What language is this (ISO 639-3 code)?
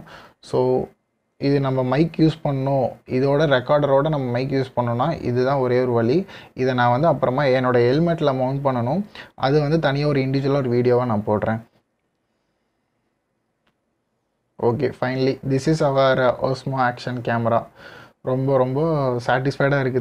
tam